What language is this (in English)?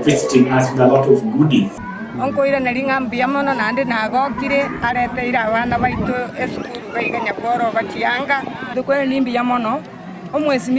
Gusii